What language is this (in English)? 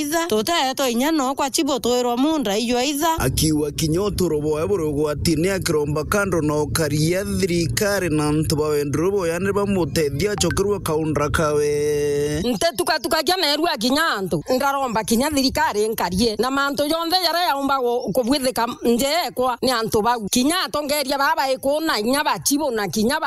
Meru